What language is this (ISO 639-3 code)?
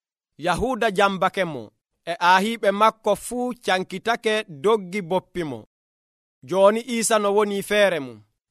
fuv